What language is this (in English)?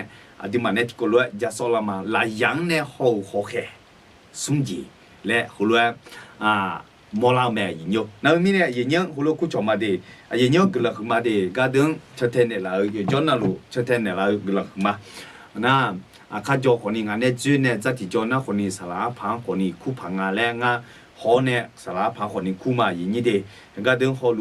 Akha